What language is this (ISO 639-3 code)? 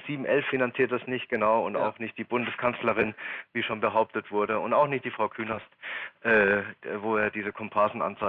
deu